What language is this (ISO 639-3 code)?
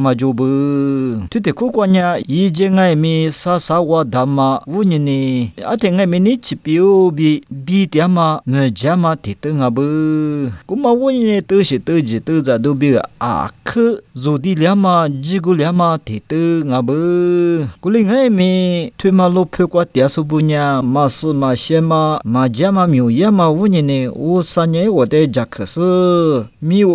lis